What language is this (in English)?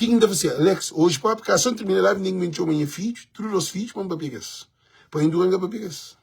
Kabuverdianu